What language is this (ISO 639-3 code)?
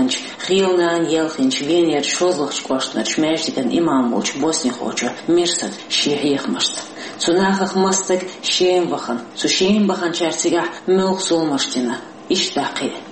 che